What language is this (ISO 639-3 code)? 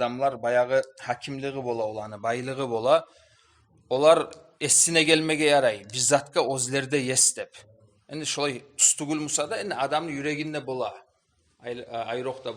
kum